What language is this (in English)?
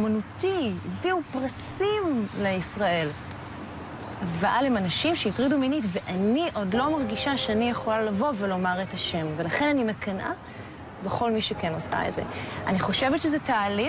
Hebrew